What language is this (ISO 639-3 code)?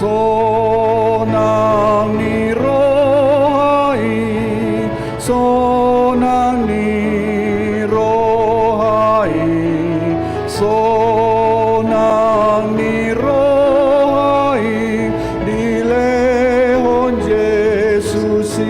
bbc